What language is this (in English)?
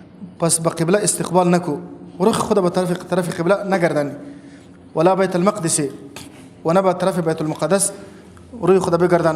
Persian